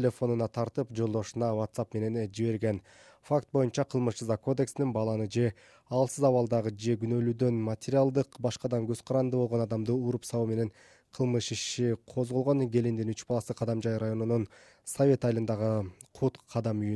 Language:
Kyrgyz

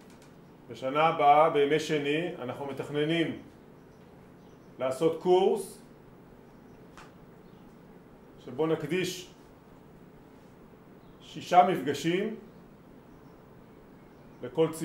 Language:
Hebrew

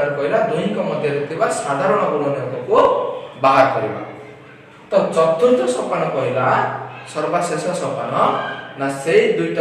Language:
Odia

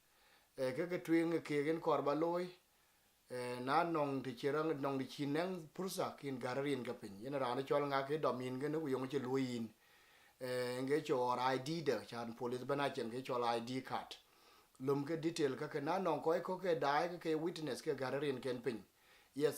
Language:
Dinka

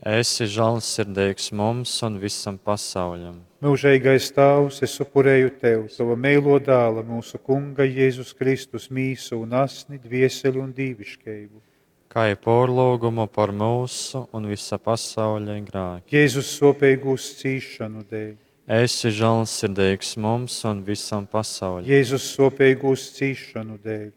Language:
Latgalian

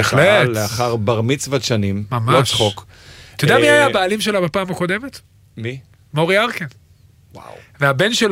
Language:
Hebrew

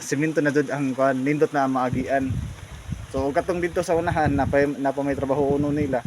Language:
Cebuano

